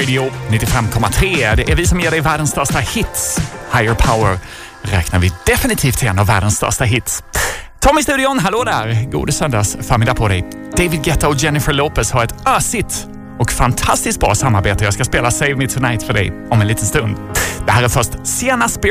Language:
Swedish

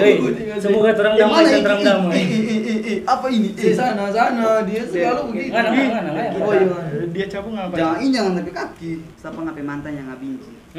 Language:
Manado Malay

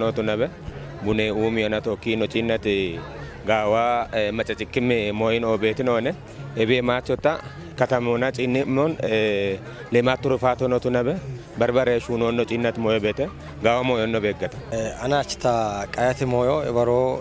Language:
Kafa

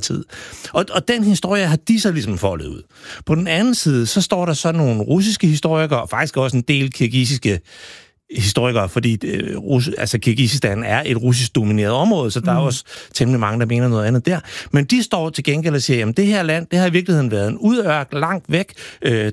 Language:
Danish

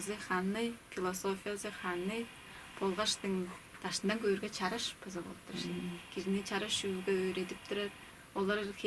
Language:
Tuvinian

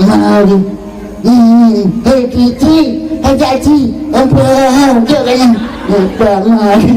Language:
Achinese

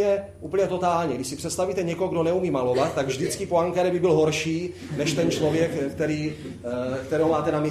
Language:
Czech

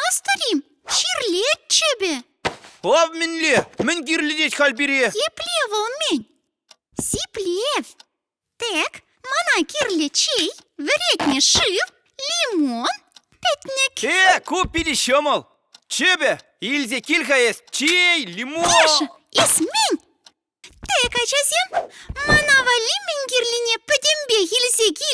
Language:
Chuvash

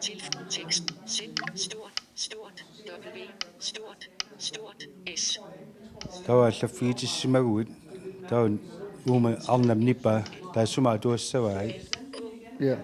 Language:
Kalaallisut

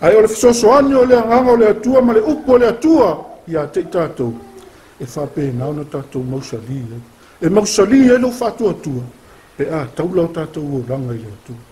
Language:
Samoan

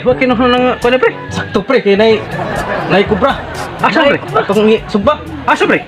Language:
Cebuano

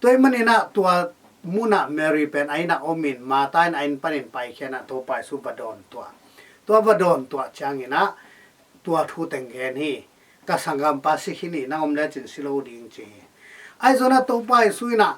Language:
Tedim Chin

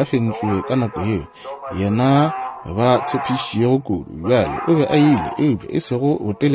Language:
Northern Sotho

